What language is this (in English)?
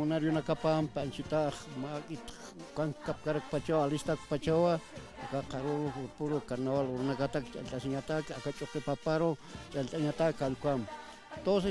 Aymara